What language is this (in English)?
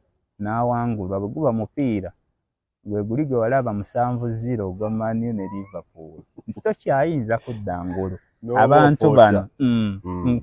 Ganda